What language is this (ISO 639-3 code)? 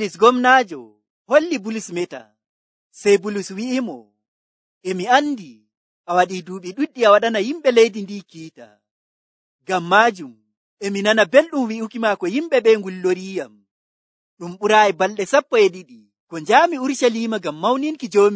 fuv